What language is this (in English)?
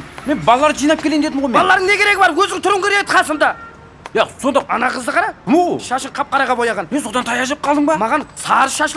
Kara-Kalpak